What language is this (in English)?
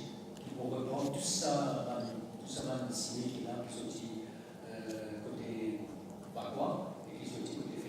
Morisyen